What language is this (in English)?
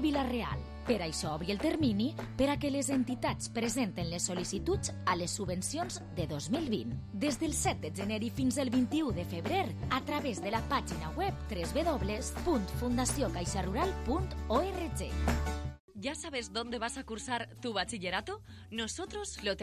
Catalan